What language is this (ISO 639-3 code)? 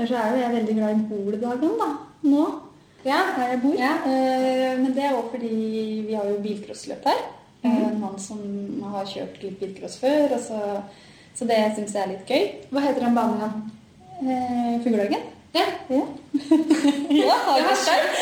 nor